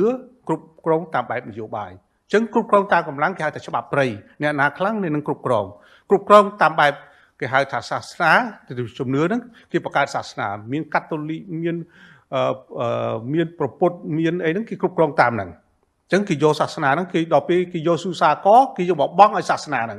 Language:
Khmer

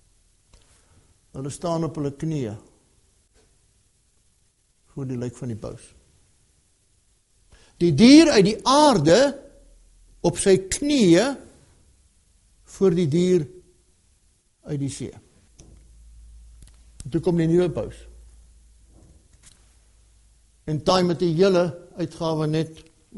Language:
Afrikaans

